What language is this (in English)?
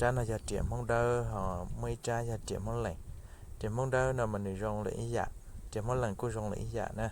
Hmong